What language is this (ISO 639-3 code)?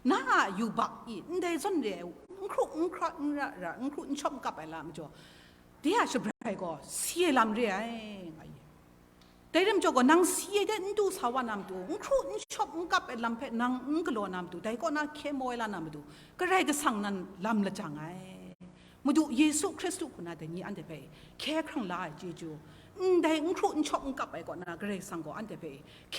kac